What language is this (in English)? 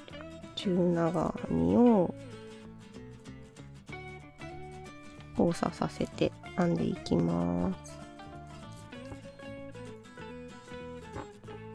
Japanese